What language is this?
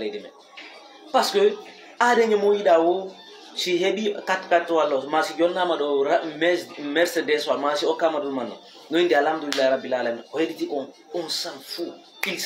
Fula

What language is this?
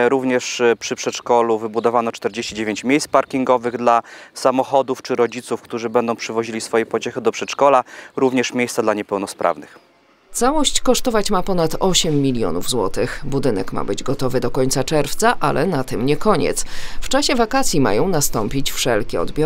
Polish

